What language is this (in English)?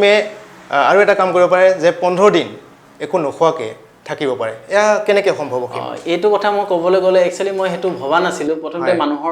Assamese